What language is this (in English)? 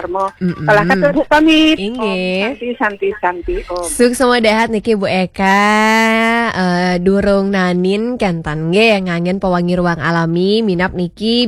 Balinese